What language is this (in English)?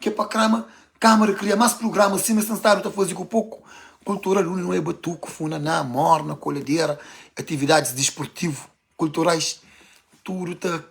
Kabuverdianu